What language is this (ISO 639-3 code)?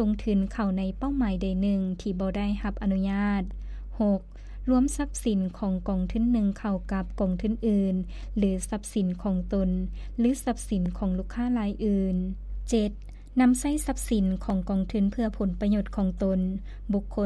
lao